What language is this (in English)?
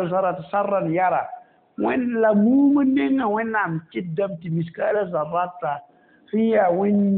Mossi